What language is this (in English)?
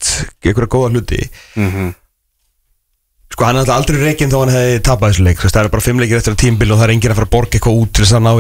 Icelandic